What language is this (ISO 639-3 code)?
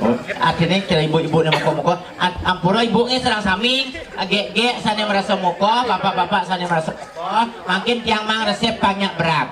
ban